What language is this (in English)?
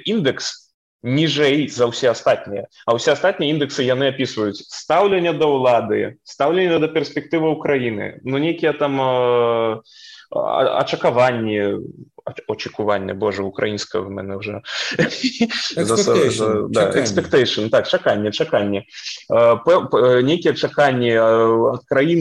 Belarusian